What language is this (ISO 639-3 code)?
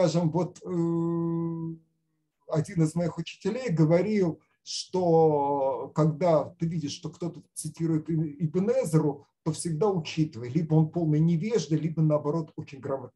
rus